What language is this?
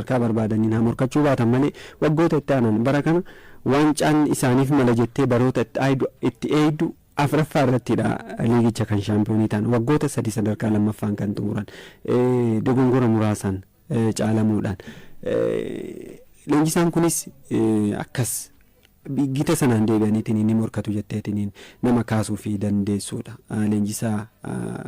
Oromo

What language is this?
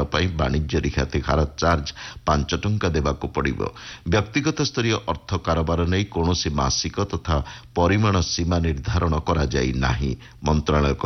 Odia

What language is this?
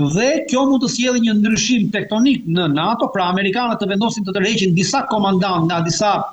Albanian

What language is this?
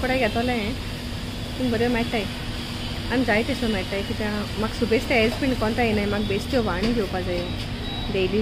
Konkani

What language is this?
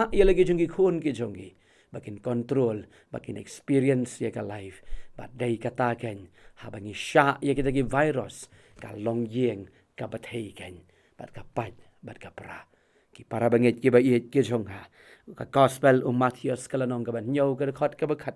Khasi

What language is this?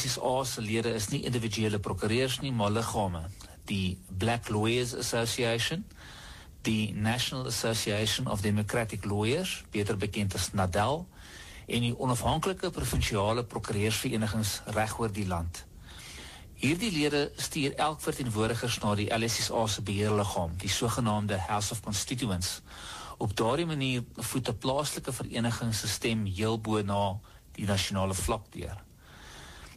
Afrikaans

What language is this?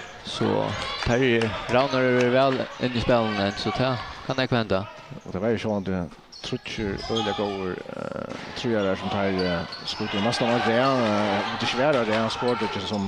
Faroese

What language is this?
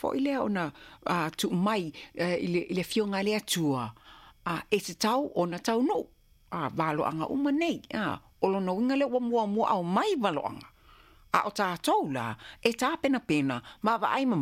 Samoan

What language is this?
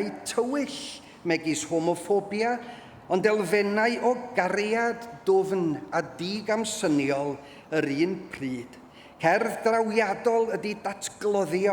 Welsh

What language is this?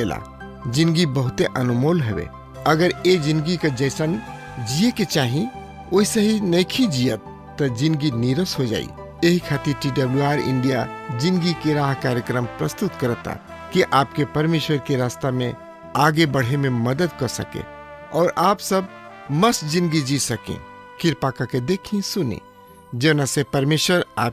Bhojpuri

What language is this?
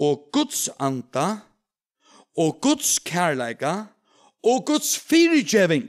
Faroese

